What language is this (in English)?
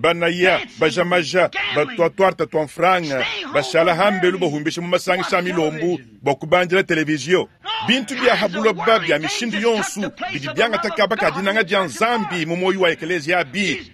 Luba-Lulua